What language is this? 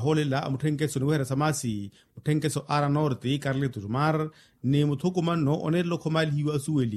Makhuwa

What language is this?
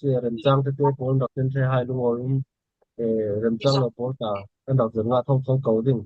Falam Chin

